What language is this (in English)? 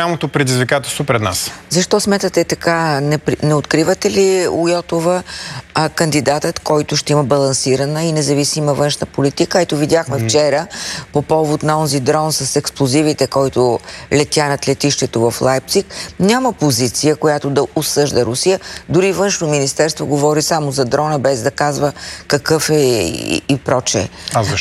Bulgarian